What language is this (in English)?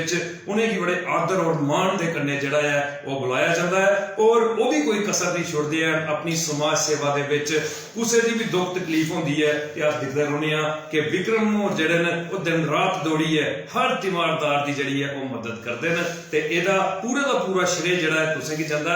Dogri